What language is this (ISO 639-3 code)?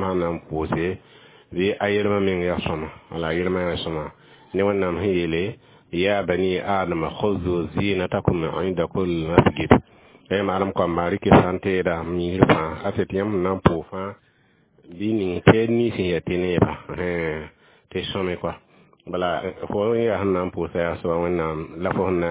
mos